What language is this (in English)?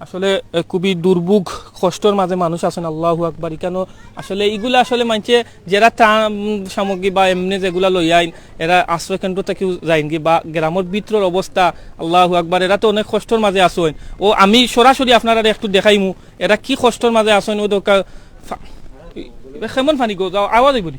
Sylheti